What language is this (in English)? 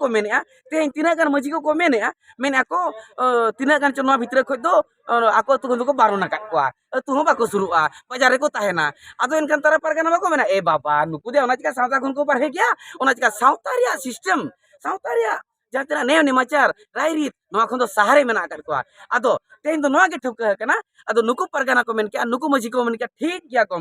Santali